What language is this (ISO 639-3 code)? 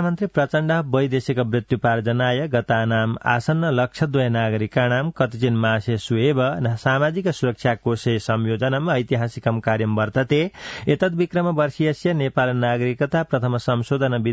san